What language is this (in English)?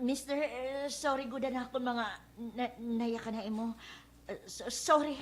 Waray